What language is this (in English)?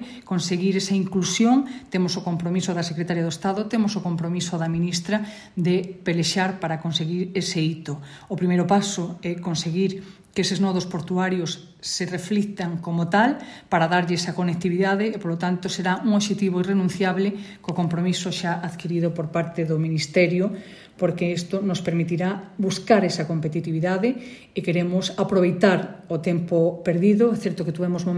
Galician